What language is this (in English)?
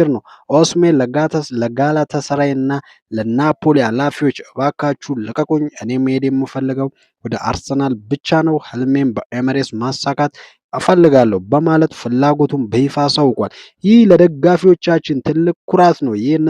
Amharic